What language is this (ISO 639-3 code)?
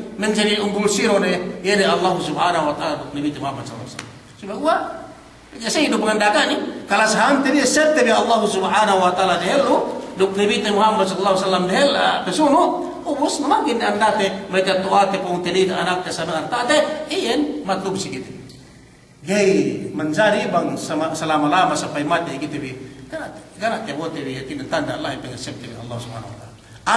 yka